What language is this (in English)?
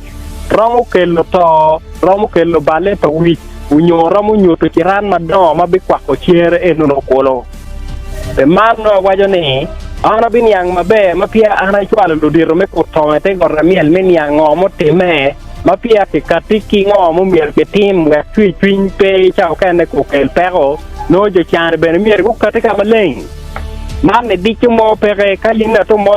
Acoli